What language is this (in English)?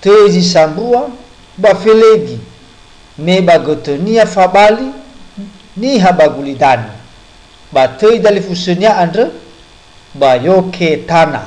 Nias